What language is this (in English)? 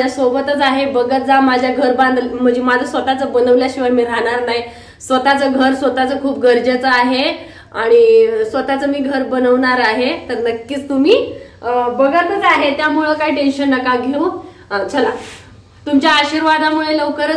Marathi